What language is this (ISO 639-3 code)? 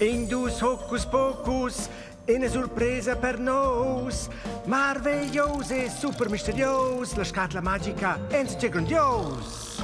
roh